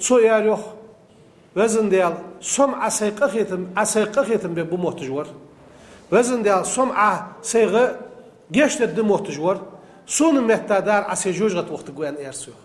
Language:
Ingush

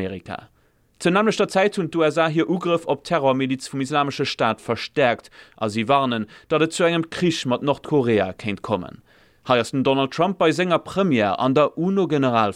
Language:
Luxembourgish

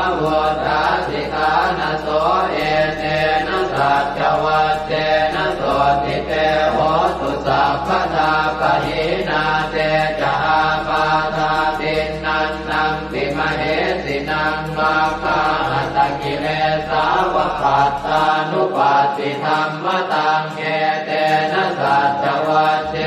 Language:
Pali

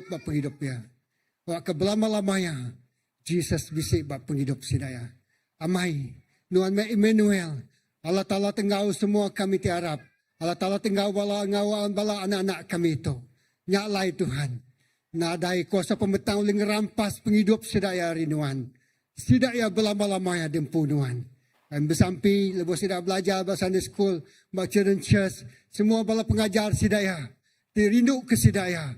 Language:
Iban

